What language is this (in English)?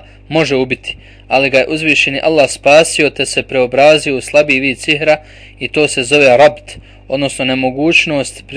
Bosnian